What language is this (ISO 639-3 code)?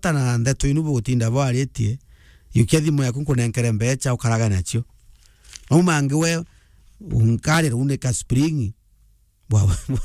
mer